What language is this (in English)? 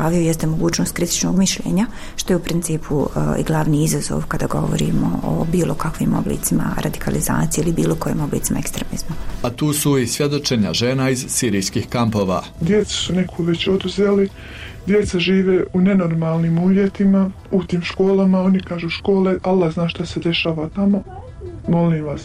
Bosnian